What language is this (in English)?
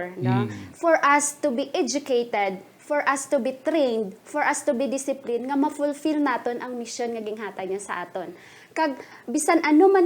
Hiligaynon